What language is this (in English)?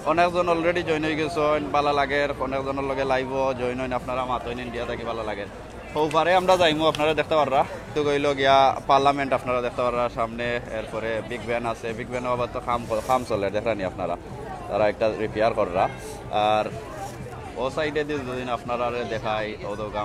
Sylheti